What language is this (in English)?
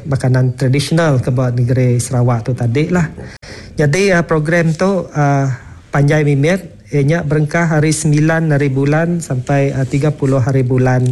Iban